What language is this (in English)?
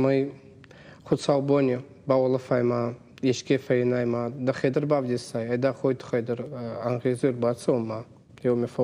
Ossetic